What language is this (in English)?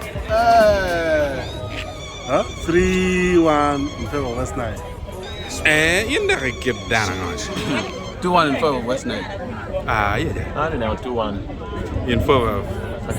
Acoli